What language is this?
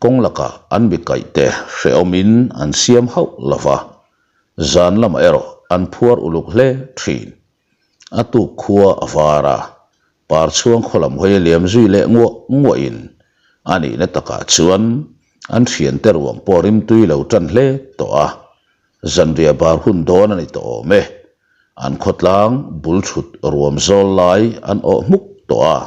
Mizo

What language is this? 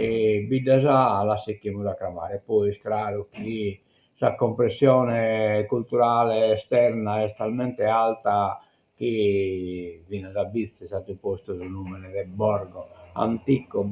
Sardinian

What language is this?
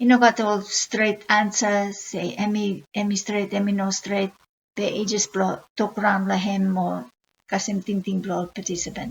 Bislama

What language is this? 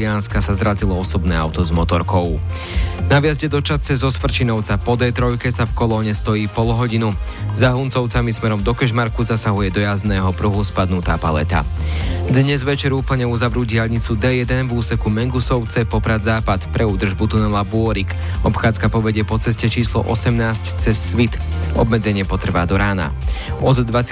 Slovak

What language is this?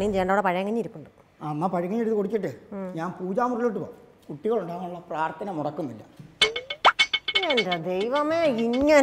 Malayalam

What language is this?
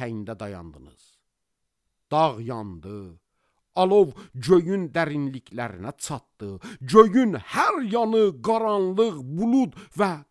Azerbaijani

